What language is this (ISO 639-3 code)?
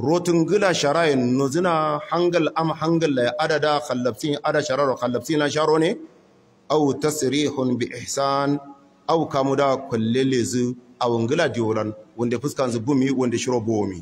hau